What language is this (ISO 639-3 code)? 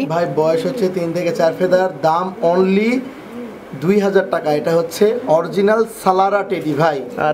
ben